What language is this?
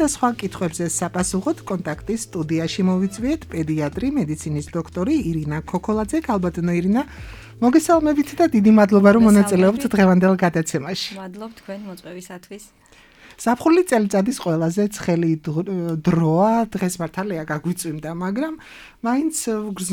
Georgian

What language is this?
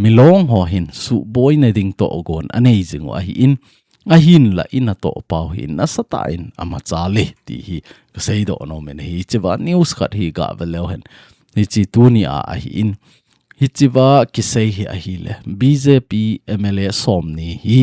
Thado Chin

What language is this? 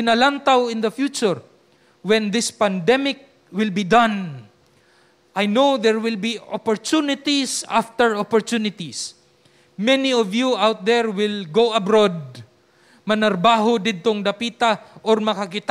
Cebuano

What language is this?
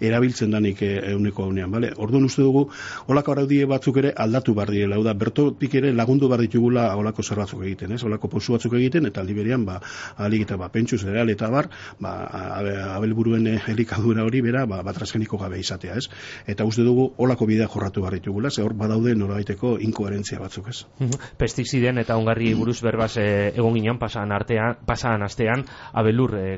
Basque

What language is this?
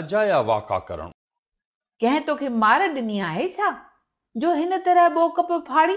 Sindhi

